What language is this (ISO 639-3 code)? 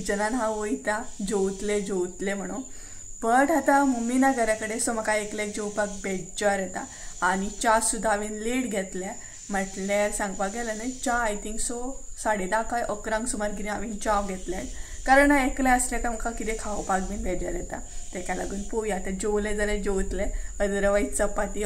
kok